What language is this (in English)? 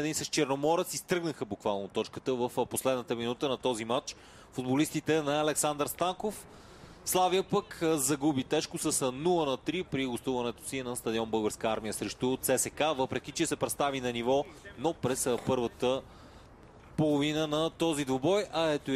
Bulgarian